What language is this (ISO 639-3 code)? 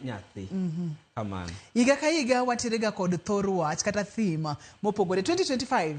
luo